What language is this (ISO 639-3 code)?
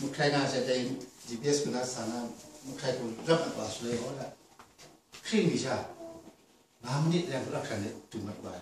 kac